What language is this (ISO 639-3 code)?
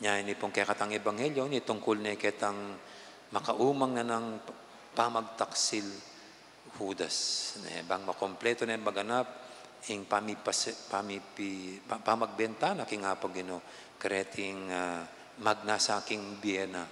pam